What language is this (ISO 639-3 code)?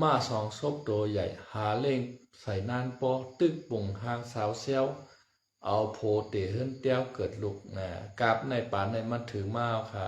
shn